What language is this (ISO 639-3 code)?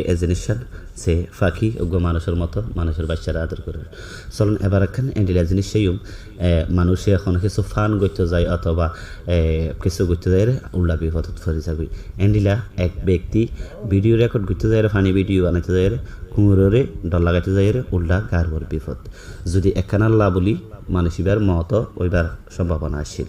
rhg